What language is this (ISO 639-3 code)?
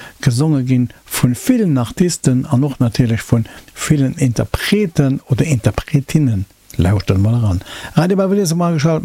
ltz